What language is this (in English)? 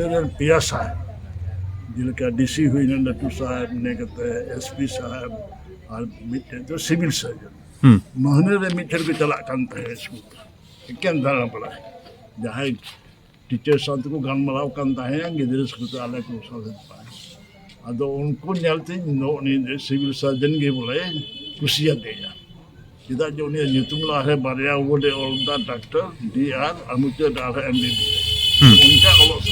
Santali